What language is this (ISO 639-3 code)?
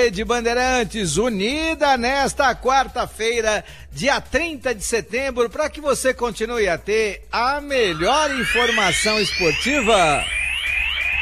por